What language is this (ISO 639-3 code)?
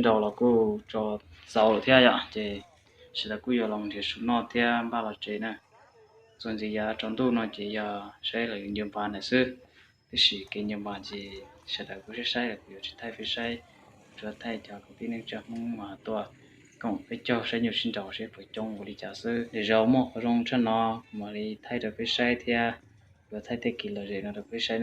hmn